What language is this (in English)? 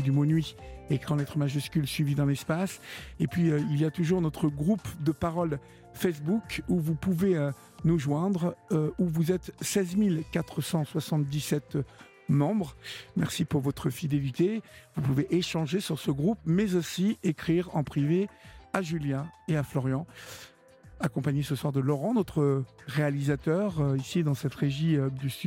French